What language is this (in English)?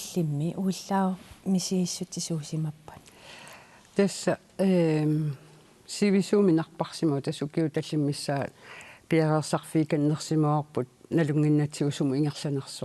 Kalaallisut